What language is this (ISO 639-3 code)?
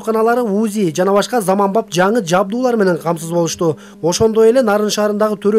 kir